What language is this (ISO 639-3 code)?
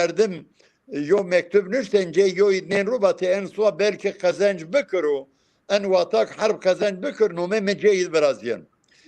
zza